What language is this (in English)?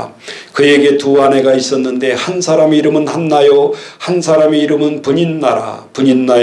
Korean